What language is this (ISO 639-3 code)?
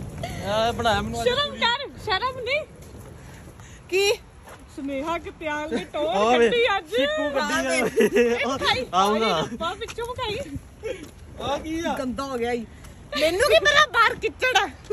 pan